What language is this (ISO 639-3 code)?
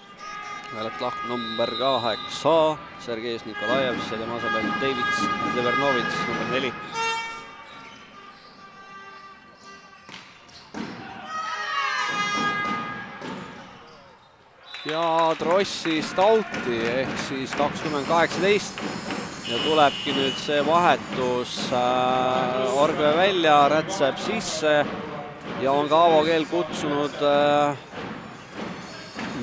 est